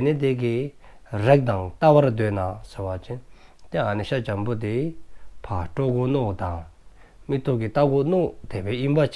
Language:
Dzongkha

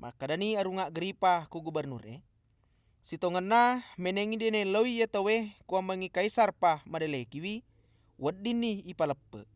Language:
Buginese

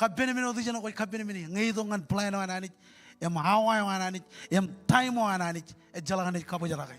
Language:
Marshallese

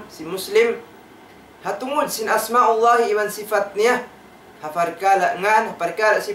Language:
Tausug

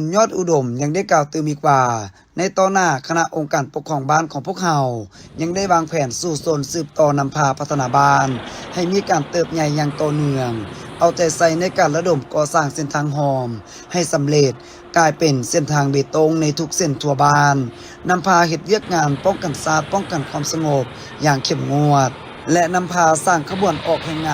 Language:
Lao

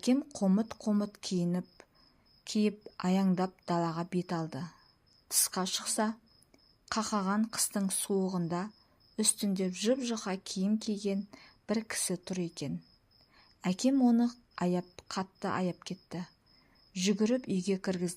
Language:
Kazakh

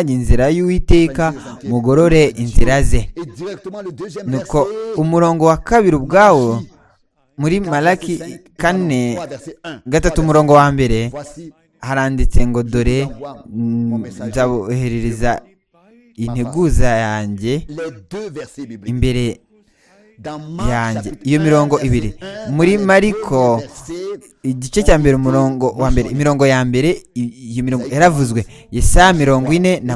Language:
Kinyarwanda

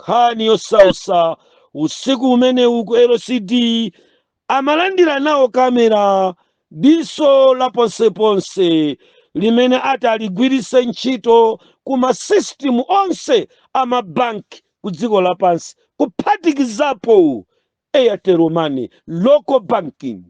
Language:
Nyanja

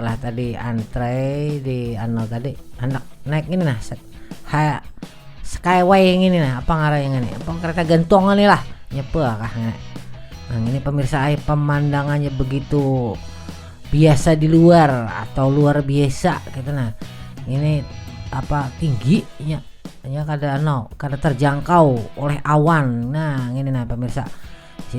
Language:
Banjar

